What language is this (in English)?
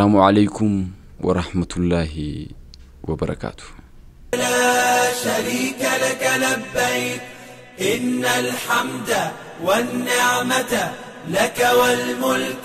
Oromo